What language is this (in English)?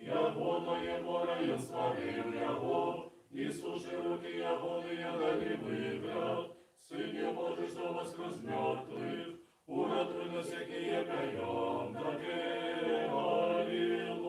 Belarusian